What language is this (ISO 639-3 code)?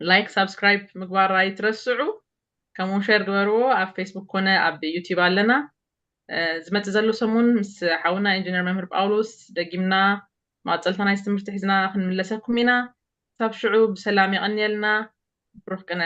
tir